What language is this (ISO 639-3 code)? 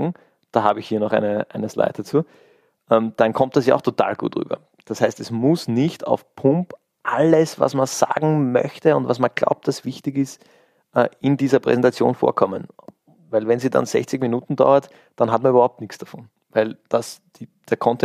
deu